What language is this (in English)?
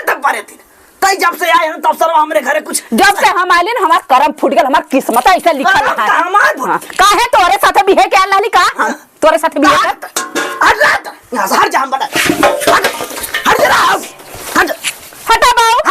Awadhi